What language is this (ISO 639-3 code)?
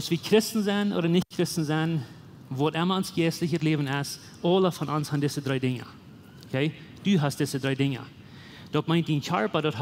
pdt